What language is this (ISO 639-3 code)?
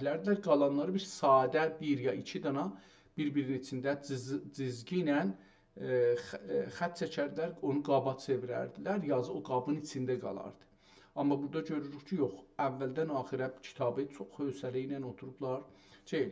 azb